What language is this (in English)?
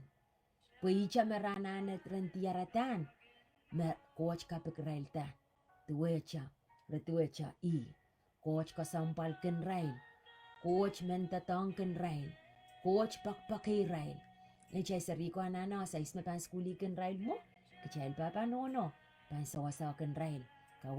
Pohnpeian